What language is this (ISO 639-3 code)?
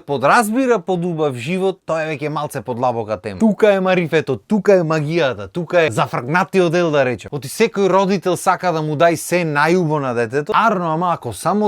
mkd